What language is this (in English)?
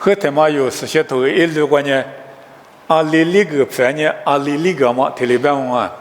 Lisu